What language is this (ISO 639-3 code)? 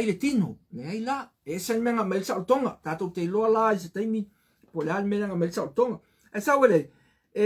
smo